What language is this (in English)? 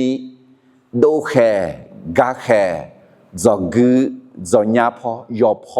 Akha